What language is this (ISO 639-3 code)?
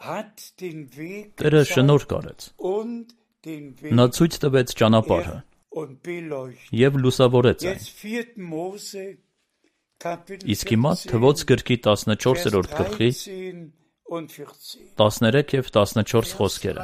hye